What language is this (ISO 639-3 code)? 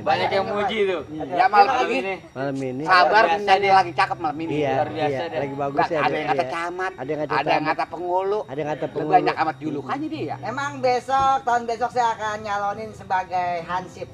bew